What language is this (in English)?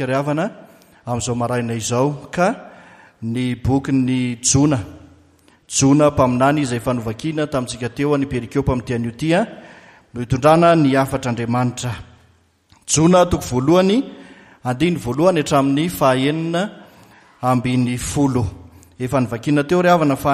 Malagasy